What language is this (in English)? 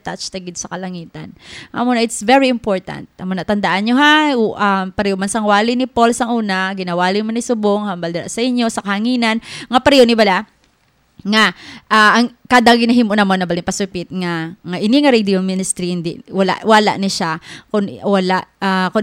Hiligaynon